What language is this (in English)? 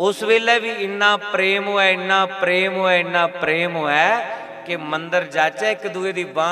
Dogri